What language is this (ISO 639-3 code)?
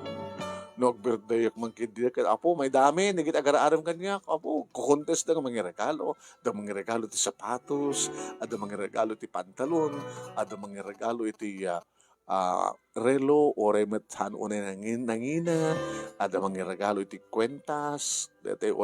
ilo